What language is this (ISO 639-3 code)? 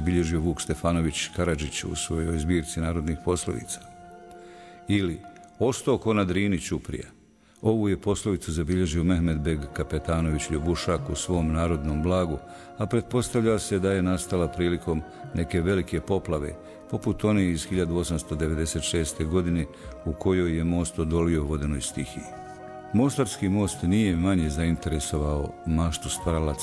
bos